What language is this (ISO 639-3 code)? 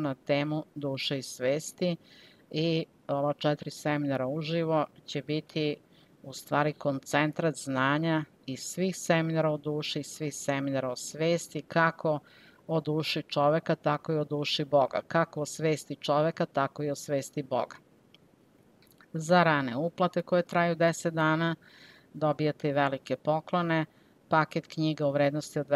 srp